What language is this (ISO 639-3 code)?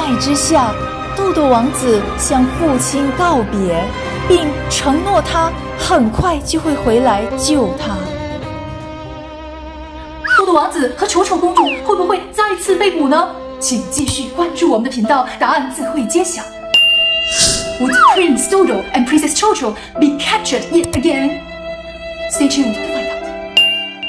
zho